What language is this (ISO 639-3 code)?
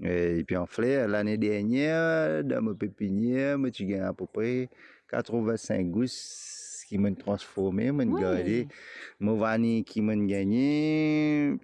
mfe